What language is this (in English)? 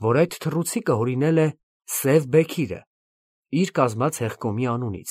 Armenian